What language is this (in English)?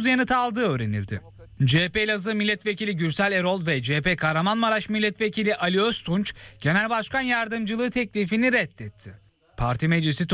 Turkish